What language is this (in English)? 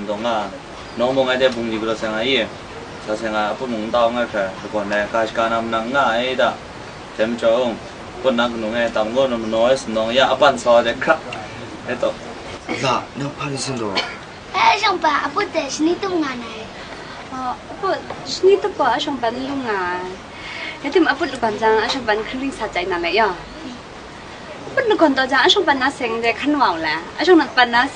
Kachin